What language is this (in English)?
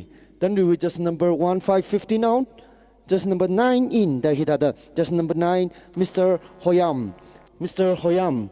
Tangkhul Naga (India)